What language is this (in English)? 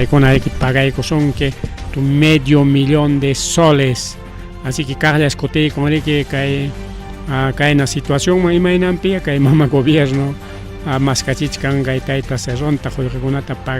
Ayacucho Quechua